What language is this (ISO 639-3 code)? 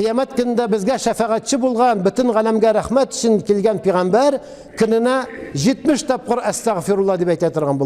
tat